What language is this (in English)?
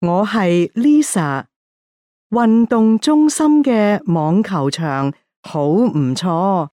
Cantonese